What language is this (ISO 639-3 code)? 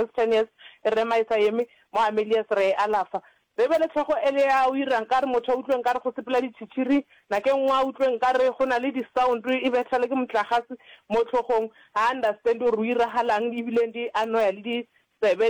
nso